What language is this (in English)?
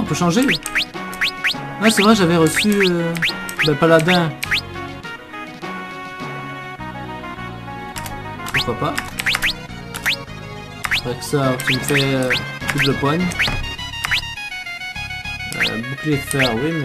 French